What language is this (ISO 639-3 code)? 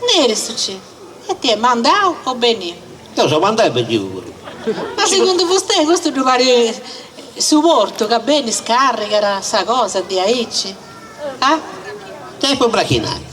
srd